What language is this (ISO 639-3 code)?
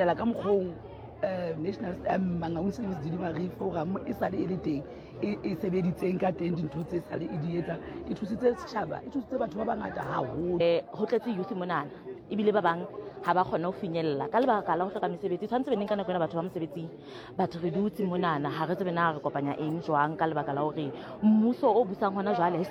sot